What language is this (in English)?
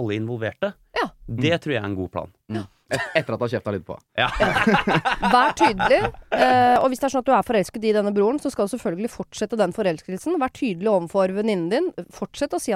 Norwegian